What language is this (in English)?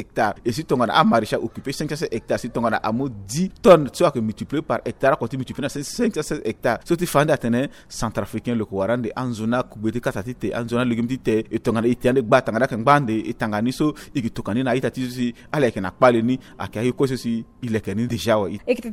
Sango